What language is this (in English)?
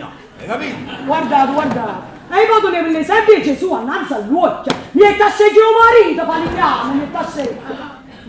Neapolitan